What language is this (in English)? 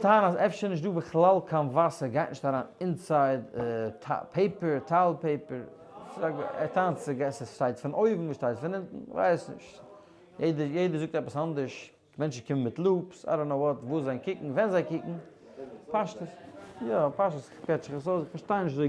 Yiddish